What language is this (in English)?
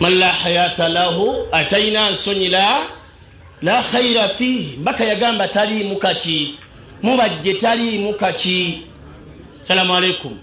Ganda